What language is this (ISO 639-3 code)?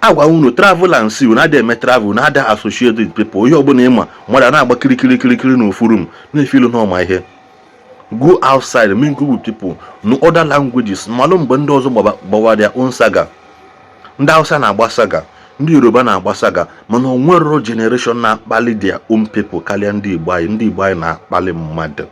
ibo